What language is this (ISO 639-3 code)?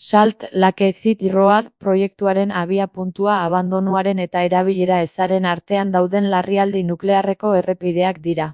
eus